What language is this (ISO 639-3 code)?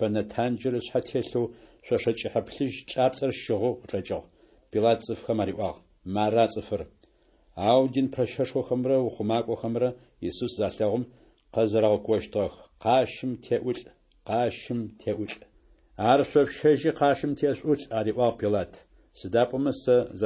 ady